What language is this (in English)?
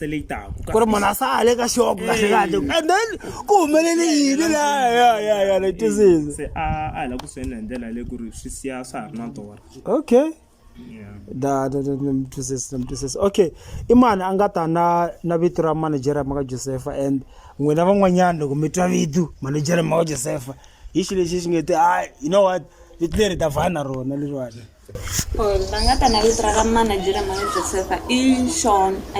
Tsonga